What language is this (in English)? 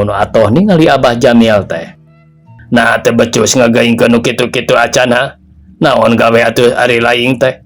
Sundanese